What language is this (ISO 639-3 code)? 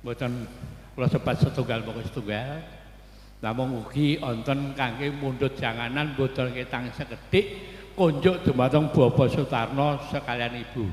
jav